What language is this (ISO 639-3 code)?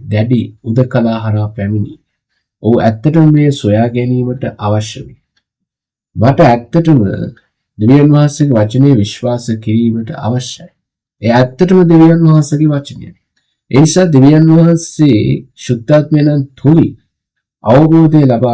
sin